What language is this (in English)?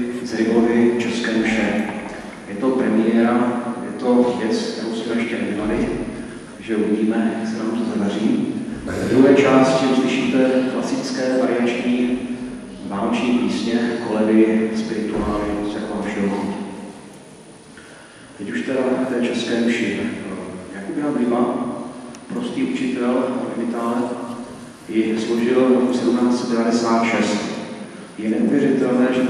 Czech